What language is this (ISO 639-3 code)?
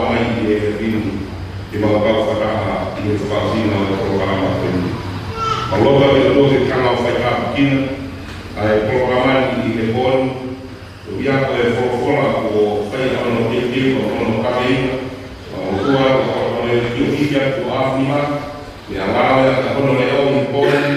ton